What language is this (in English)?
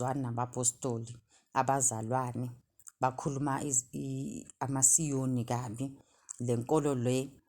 Zulu